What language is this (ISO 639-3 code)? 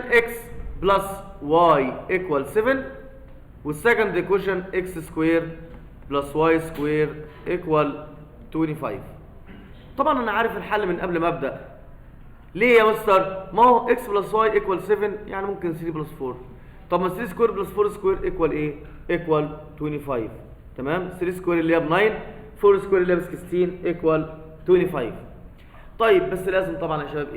arz